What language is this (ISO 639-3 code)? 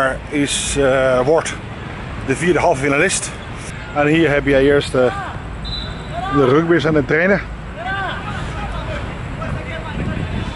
nld